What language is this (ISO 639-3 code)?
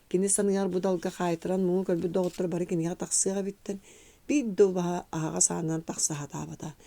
sah